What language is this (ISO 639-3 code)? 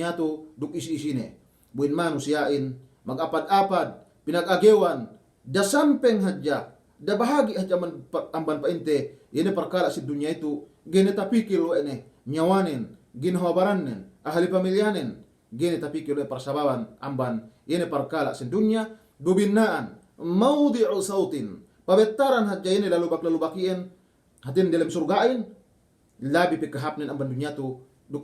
yka